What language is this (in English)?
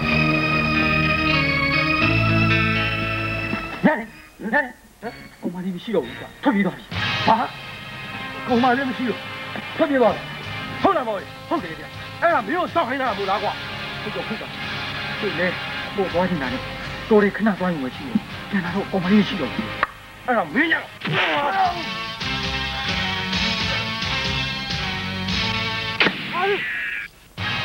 Burmese